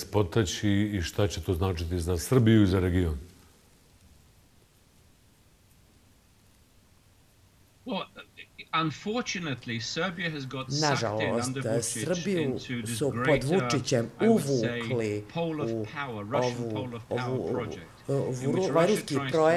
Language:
Bosnian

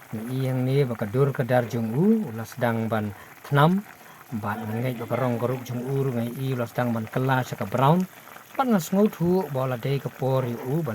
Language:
Khasi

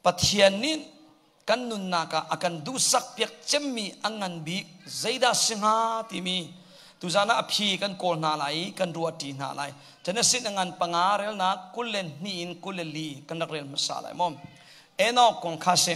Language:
Hakha Chin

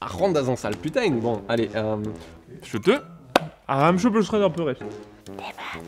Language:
Breton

